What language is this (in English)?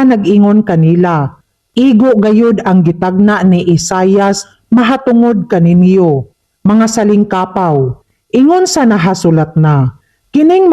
Cebuano